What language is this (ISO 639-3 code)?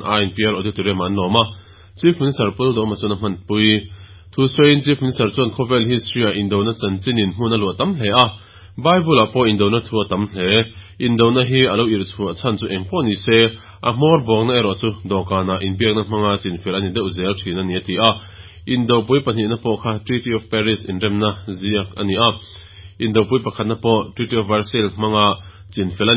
lus